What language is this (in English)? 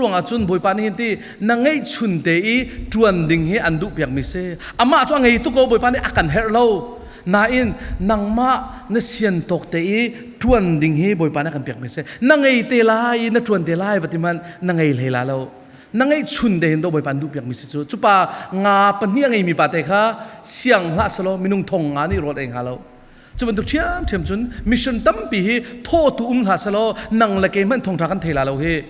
Falam Chin